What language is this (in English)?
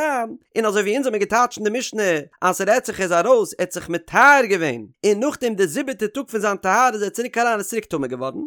Yiddish